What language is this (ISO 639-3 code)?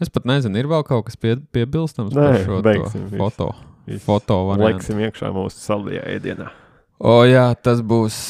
lav